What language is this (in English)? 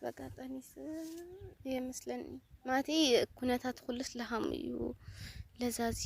Tigrinya